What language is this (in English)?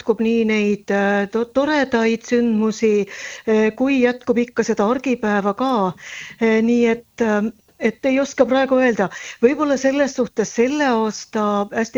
Estonian